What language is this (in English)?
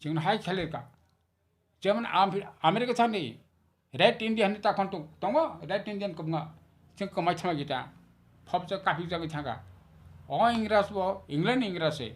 Kok Borok